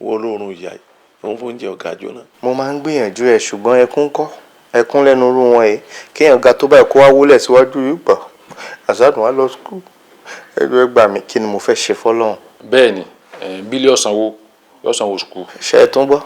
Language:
Yoruba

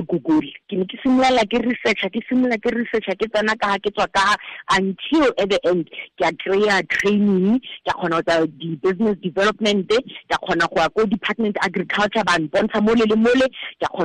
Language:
Tswana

